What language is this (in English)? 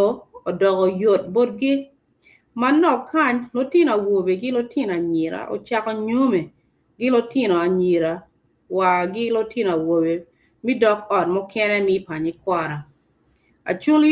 Acoli